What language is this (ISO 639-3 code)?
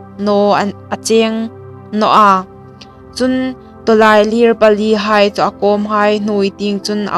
hmr